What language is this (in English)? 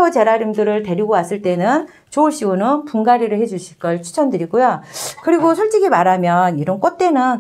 Korean